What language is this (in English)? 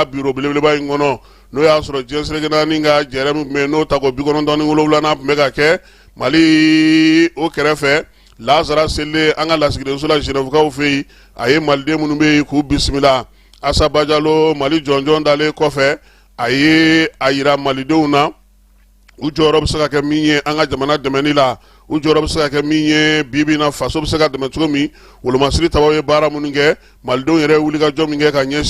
Bambara